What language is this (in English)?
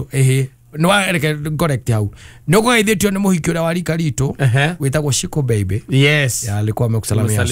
Kikuyu